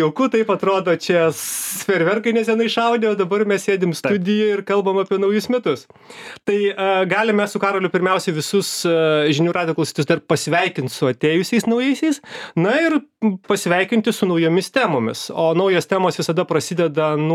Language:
Lithuanian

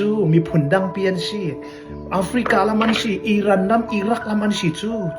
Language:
Falam Chin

